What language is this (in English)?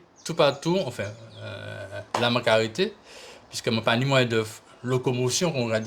Guadeloupean Creole French